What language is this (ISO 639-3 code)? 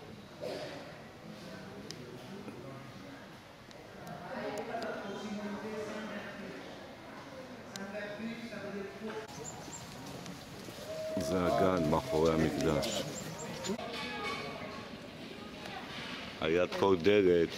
heb